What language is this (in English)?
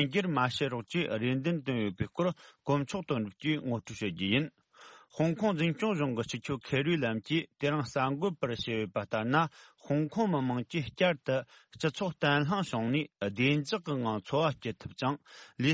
Tibetan